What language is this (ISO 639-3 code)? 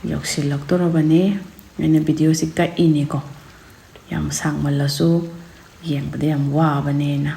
mni